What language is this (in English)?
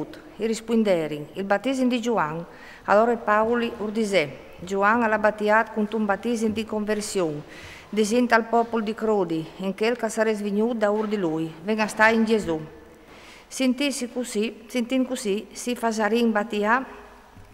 Friulian